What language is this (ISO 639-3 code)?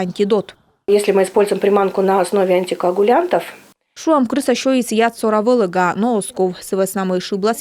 kom